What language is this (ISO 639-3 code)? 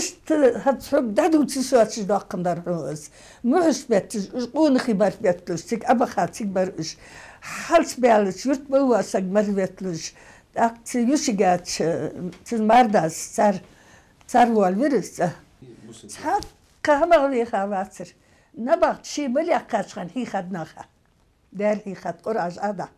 inh